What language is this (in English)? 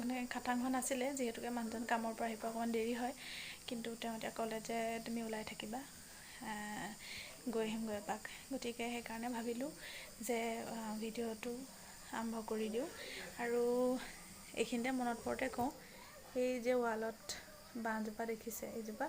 Assamese